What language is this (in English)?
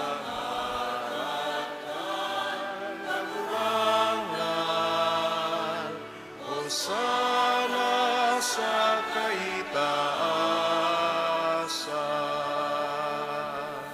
Bikol